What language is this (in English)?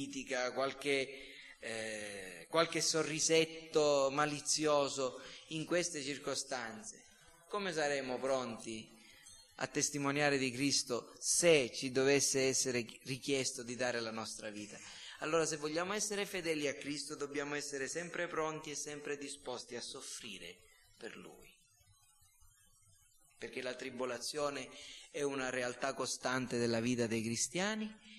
Italian